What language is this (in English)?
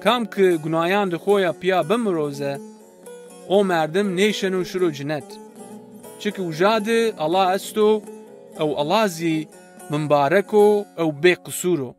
Zaza